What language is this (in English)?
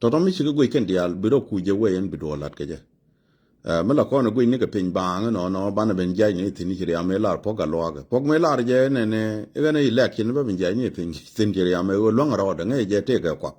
Nuer